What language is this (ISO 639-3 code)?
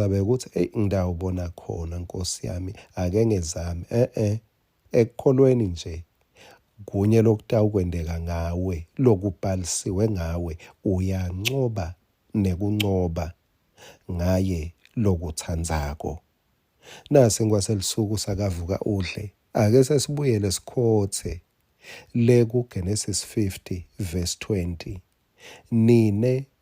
ssw